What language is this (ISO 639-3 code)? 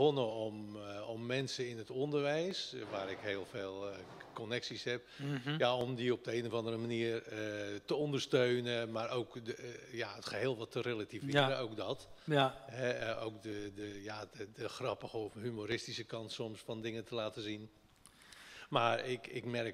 nld